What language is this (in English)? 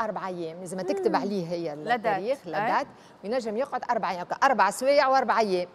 Tunisian Arabic